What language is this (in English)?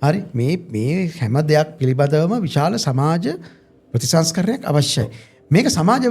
Sinhala